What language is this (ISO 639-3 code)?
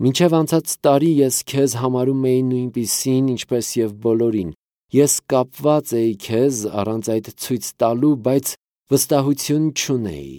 hye